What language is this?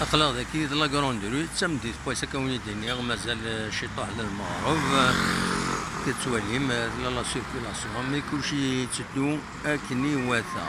Kabyle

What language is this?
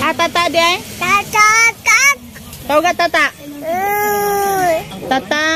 Cebuano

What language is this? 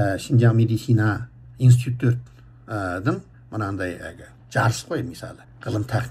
Kazakh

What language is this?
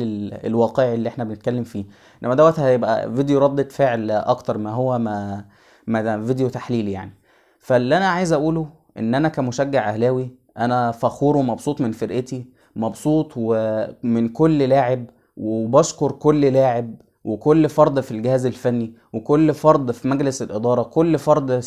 Egyptian Arabic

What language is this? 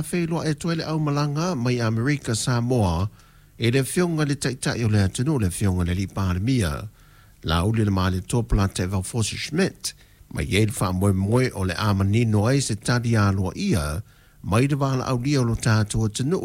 Samoan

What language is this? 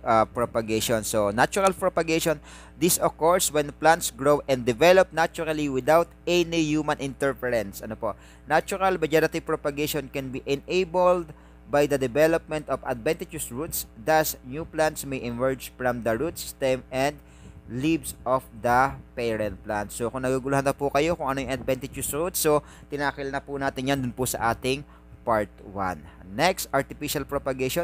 Filipino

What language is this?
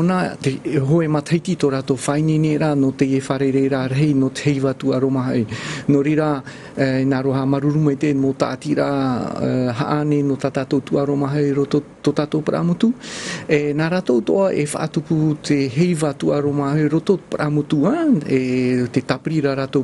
Tahitian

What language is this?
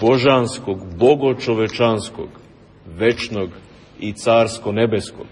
Serbian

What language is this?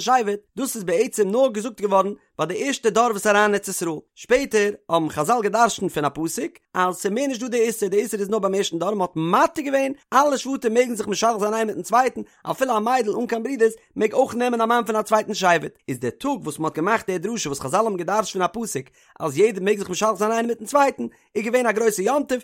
Yiddish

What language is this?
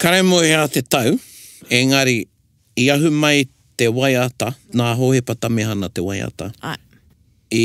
Māori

